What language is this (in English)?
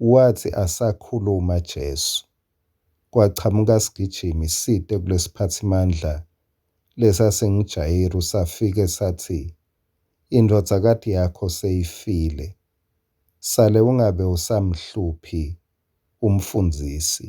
Swati